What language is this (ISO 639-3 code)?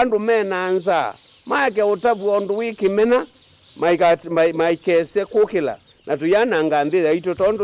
kam